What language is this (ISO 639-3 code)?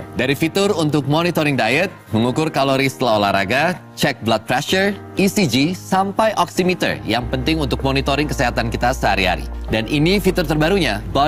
ind